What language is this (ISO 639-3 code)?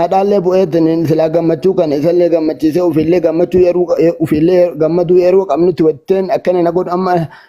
orm